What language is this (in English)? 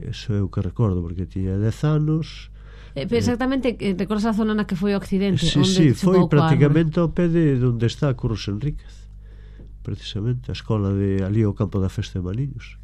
Galician